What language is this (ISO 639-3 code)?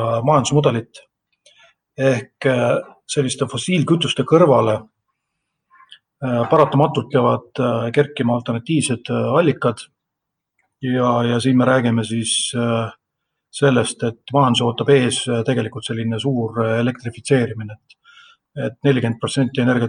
est